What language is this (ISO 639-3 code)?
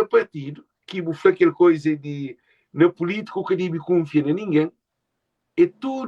kea